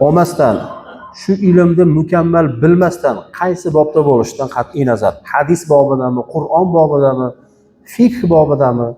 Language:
Uzbek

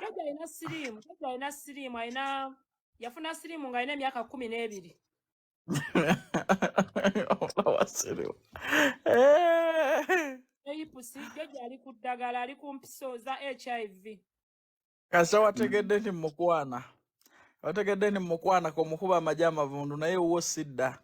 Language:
Ganda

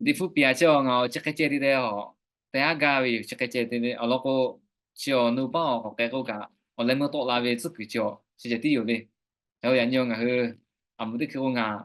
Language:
Lahu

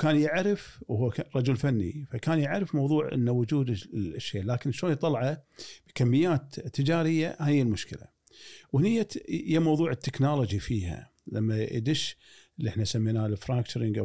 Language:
Gulf Arabic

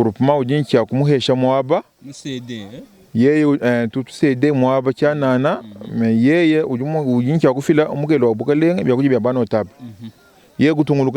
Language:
Luba-Lulua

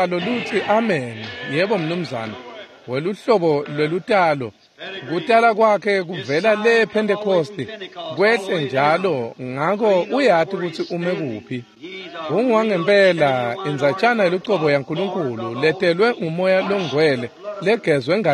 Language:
Swati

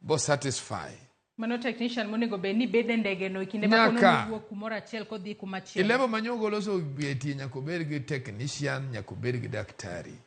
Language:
Luo (Kenya and Tanzania)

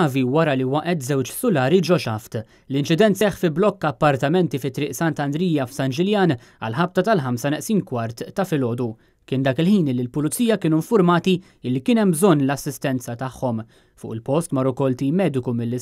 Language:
Maltese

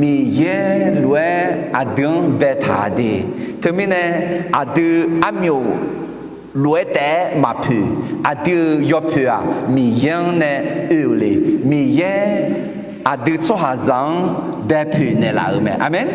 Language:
Akha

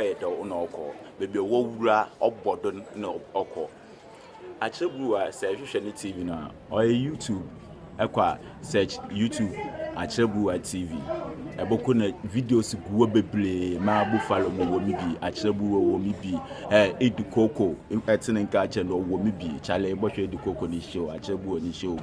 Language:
Akan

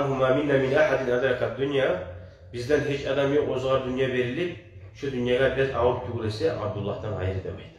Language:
Kumyk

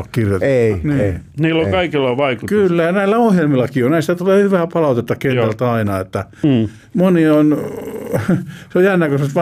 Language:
Finnish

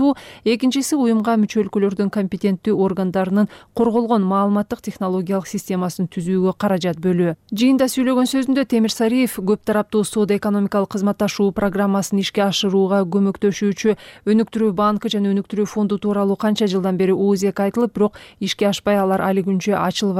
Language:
Kyrgyz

